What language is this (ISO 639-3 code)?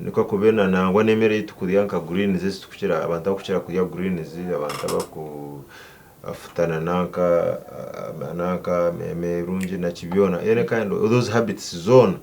nyn